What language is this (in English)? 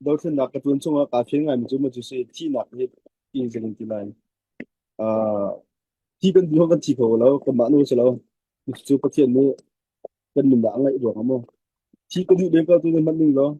Hakha Chin